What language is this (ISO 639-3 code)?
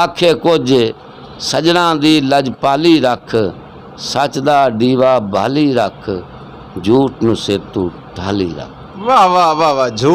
skr